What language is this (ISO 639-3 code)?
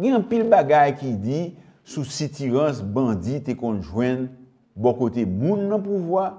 hat